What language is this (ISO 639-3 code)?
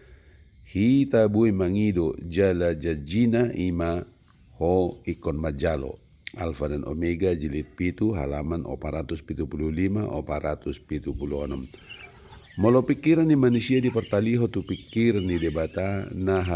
bbc